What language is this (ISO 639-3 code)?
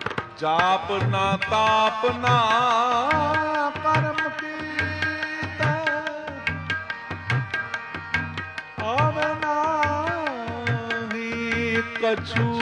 pan